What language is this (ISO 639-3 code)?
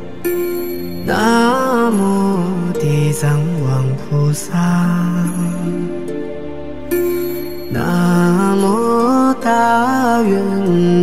zho